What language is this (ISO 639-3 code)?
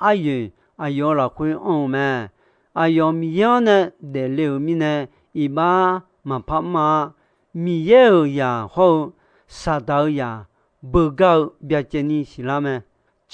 ahk